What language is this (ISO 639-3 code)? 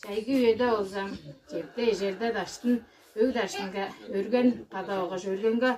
tyv